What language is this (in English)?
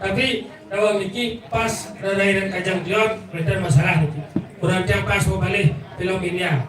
Balinese